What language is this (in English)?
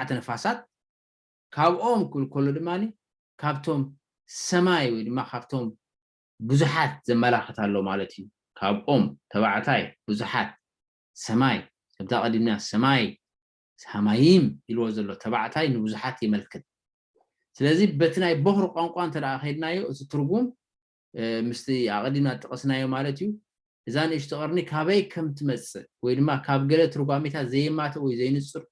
Tigrinya